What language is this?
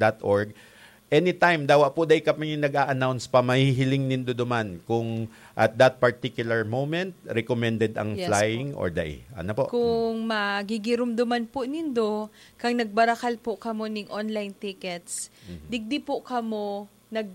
Bikol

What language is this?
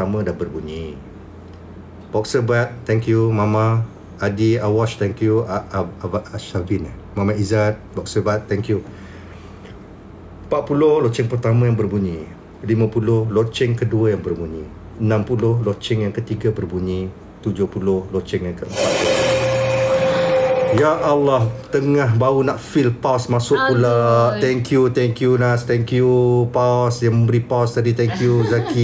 Malay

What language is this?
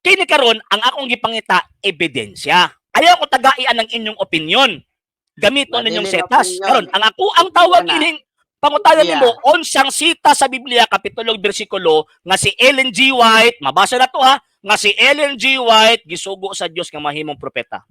Cebuano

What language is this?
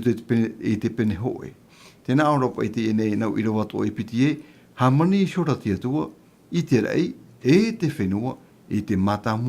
Tahitian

